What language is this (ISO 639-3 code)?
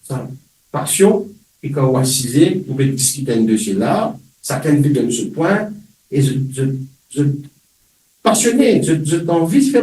mfe